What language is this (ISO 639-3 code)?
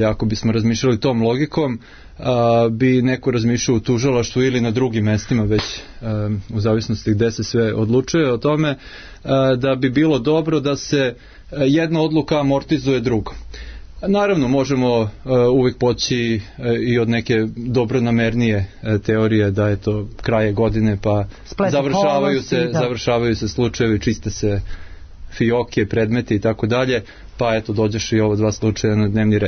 srp